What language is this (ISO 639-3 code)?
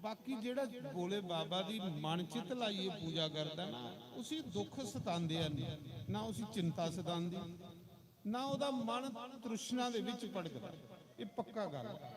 doi